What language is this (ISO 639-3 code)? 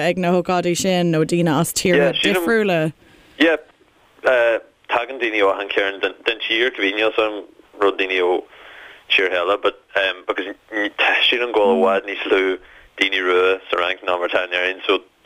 gle